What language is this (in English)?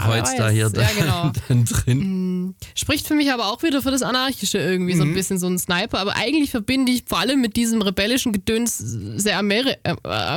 German